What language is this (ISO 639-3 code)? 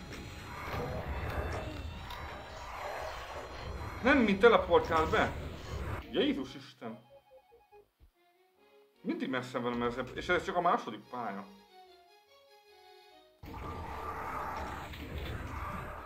hun